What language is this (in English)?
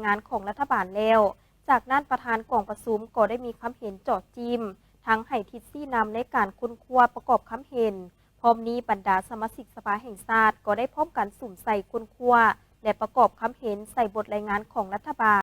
Lao